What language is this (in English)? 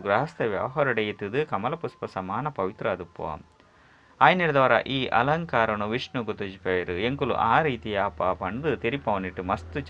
Tulu